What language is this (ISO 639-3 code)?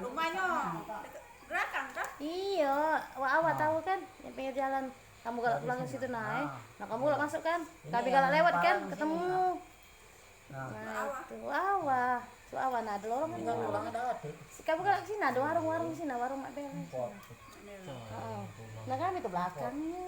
mui